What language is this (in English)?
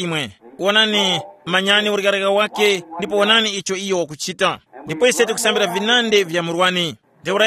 Tumbuka